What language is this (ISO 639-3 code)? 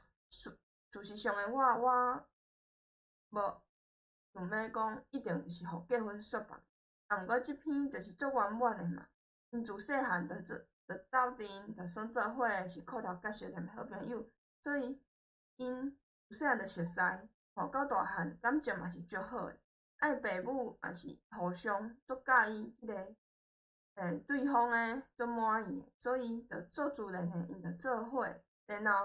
nan